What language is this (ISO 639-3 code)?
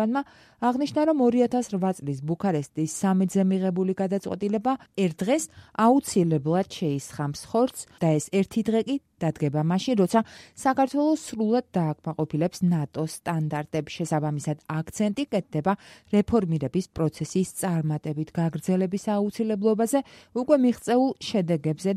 kat